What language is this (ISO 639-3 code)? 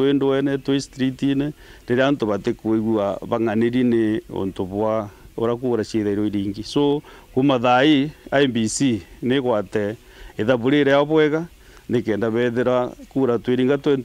mer